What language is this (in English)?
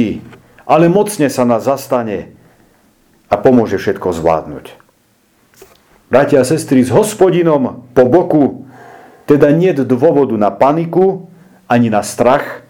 Slovak